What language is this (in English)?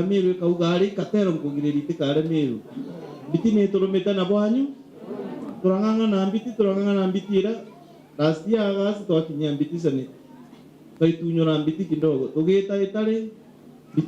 Meru